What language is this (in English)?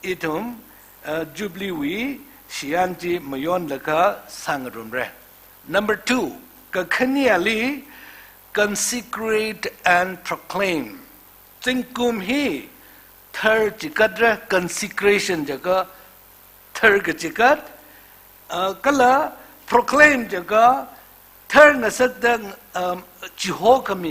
Tangkhul Naga (India)